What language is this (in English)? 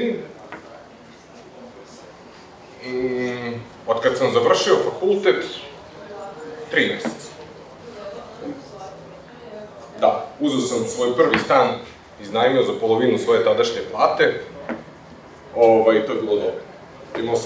Serbian